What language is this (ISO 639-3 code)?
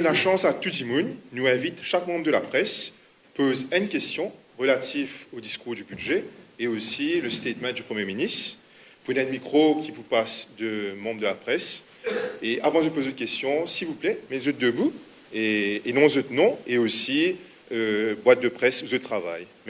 mfe